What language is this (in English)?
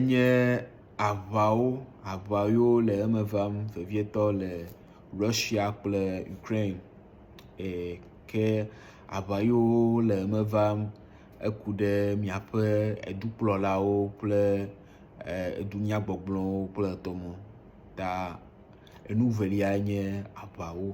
Ewe